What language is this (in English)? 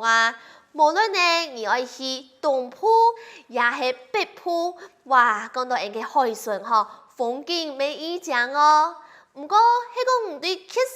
Hakka Chinese